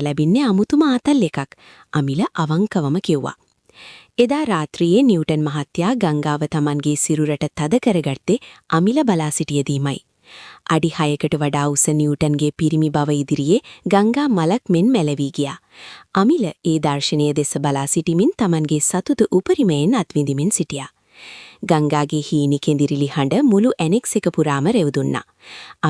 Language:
Sinhala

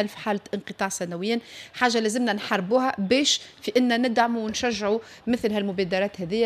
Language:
Tunisian Arabic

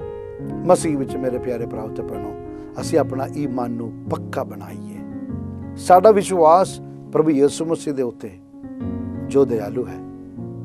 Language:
Punjabi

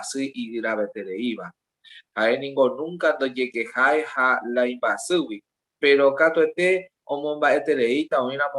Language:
Guarani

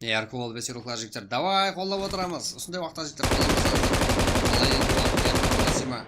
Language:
Kara-Kalpak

